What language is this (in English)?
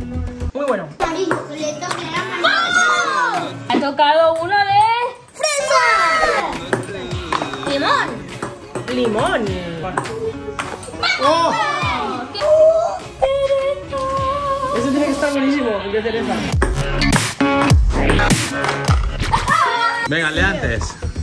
Spanish